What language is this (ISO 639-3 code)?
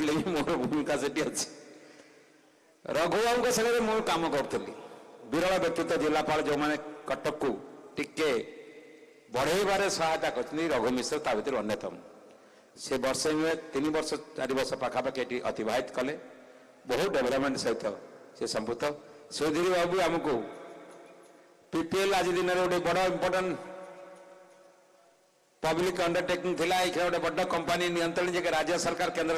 ori